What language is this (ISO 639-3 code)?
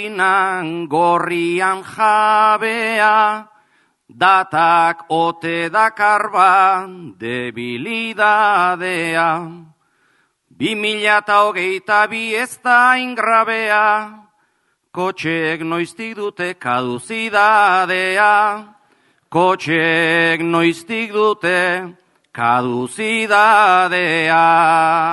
eus